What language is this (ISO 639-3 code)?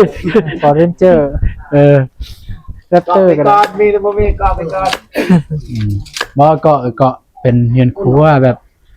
tts